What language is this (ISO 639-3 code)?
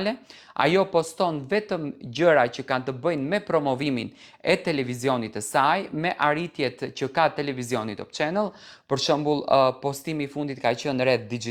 sqi